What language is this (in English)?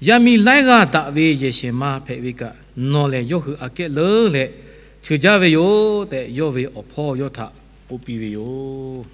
Lahu